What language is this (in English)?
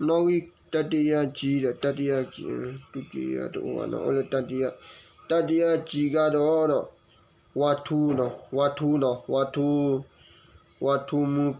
S'gaw Karen